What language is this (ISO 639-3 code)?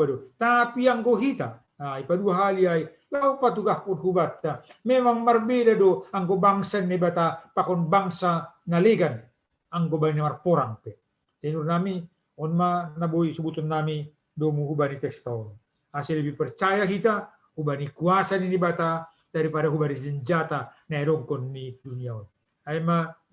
bts